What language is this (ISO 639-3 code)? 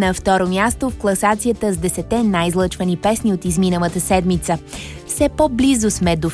bul